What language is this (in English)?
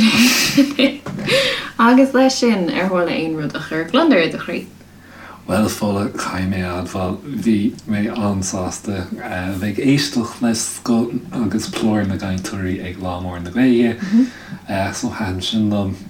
Irish